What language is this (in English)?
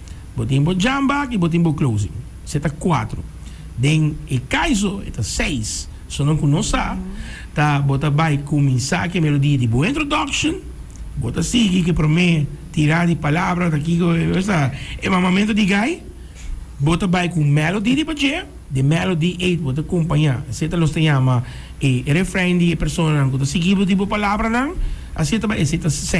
Papiamento